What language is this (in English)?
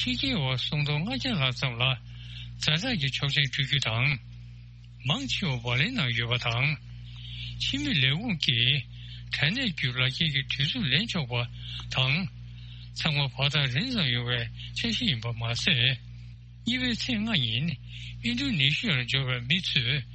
Tibetan